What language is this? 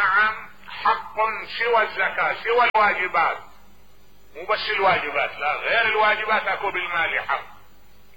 Mesopotamian Arabic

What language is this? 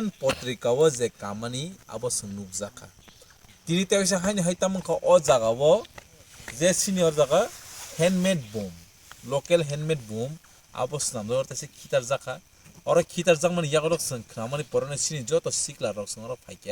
Kok Borok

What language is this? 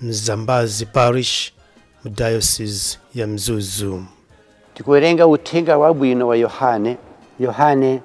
Nyanja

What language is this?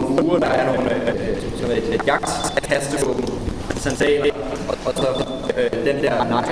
Danish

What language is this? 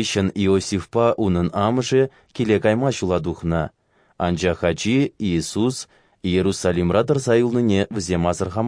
Chuvash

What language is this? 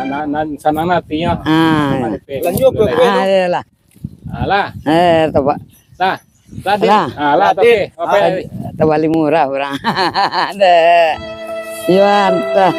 Minangkabau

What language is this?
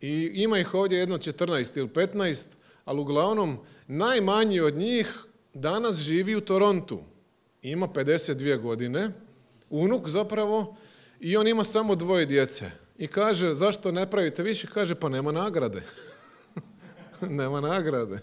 Croatian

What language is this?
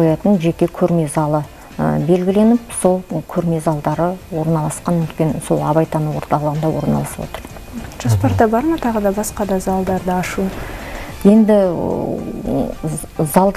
Kazakh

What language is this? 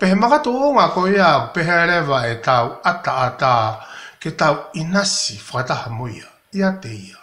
Tongan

